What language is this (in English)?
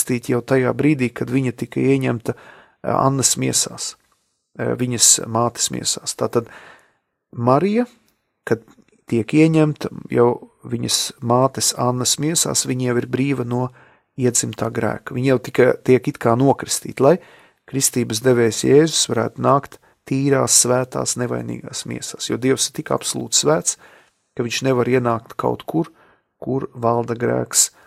Latvian